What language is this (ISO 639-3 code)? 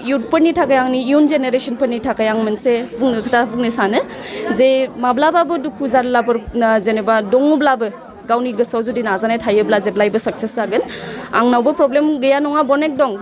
brx